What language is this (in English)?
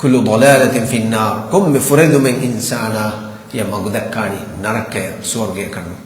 Divehi